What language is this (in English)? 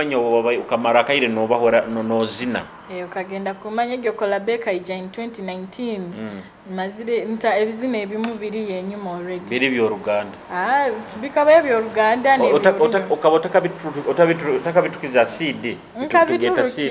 Nyoro